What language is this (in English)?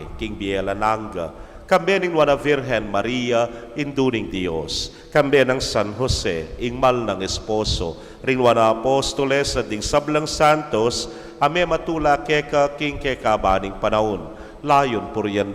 Pampanga